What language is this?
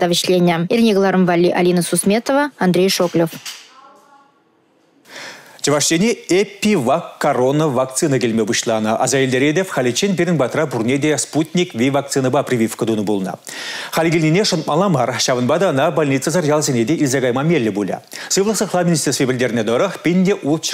Chuvash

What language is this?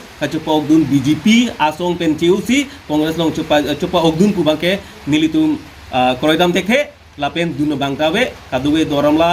Karbi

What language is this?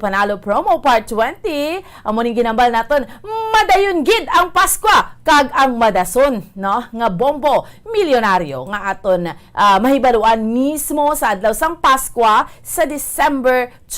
Hiligaynon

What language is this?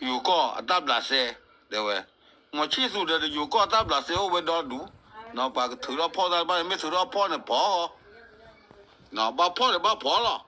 S'gaw Karen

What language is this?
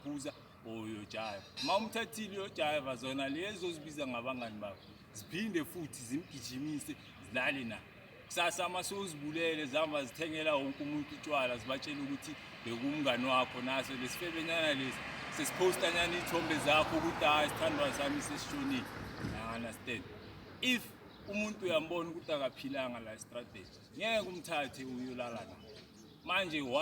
Zulu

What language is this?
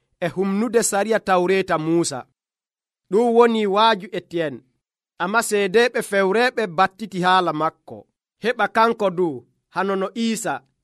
Nigerian Fulfulde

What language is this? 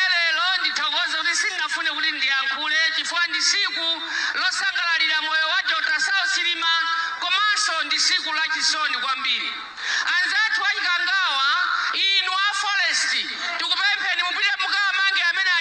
Nyanja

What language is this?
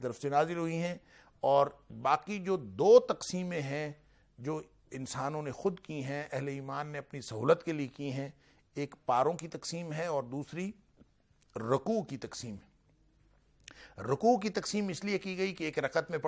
Urdu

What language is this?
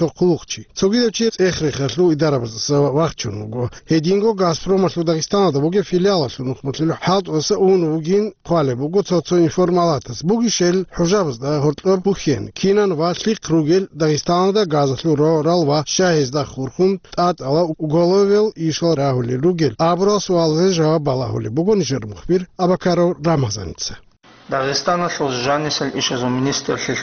Avaric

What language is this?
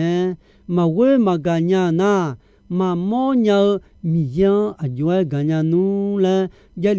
Akha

